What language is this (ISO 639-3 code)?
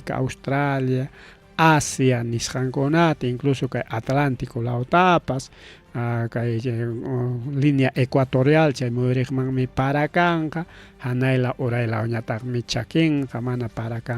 quy